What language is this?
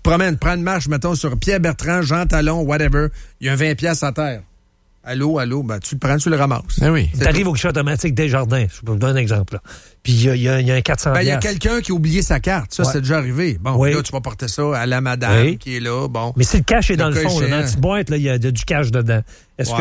French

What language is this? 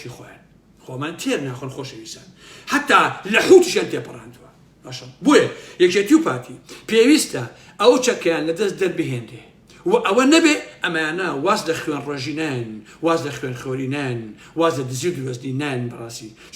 Central Kurdish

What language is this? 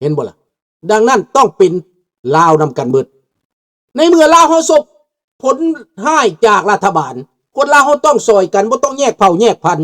Lao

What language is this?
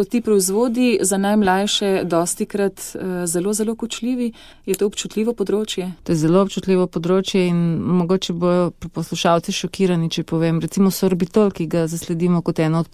Slovenian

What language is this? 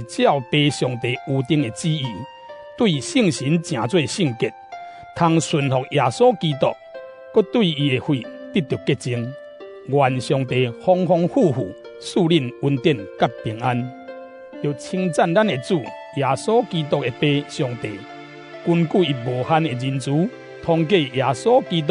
Min Nan Chinese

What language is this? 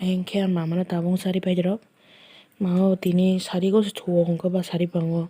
Kok Borok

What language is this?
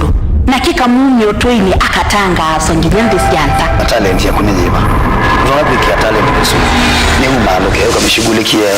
Kamba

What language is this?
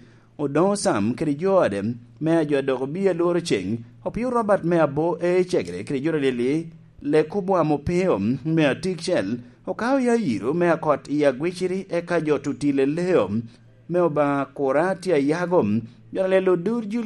Lango (Uganda)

